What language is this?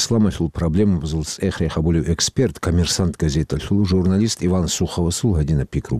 Avaric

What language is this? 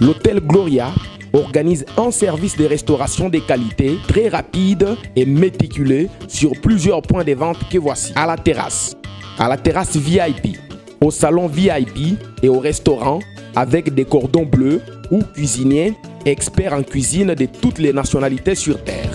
Luba-Lulua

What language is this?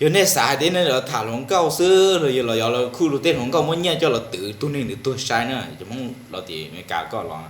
Hmong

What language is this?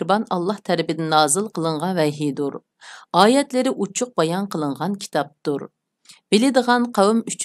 Uyghur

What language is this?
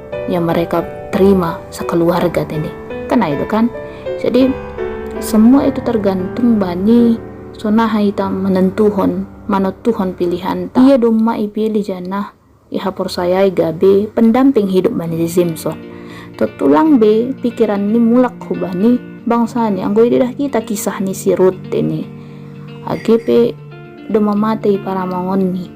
Batak Simalungun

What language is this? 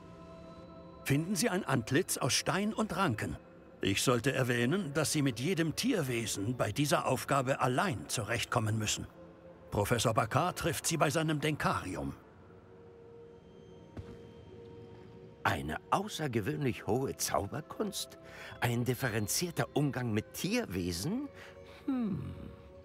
German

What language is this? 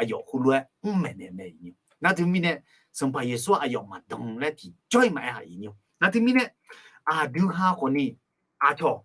Akha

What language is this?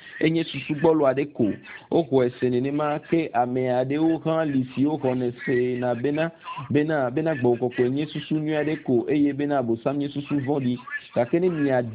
Ewe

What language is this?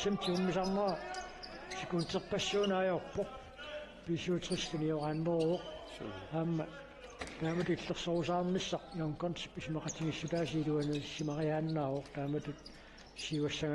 Kalaallisut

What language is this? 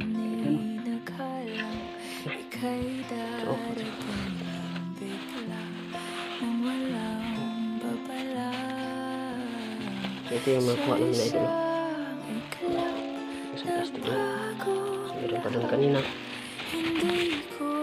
Filipino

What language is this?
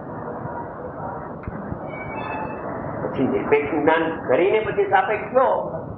Gujarati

